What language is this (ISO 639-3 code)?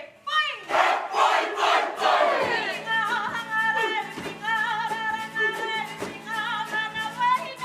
mri